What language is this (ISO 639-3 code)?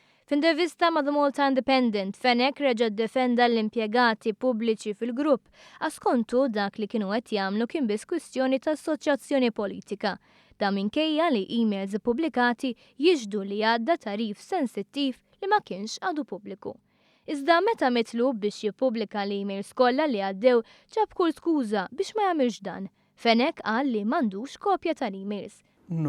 mlt